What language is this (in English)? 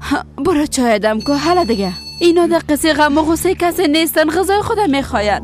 Persian